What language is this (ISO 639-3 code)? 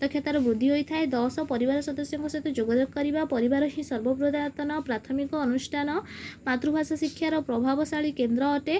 ori